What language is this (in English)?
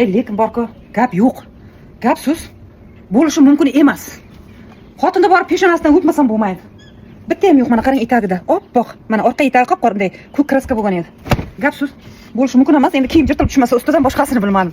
Uzbek